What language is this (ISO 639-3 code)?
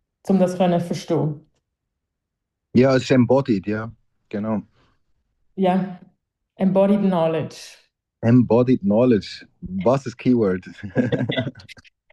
deu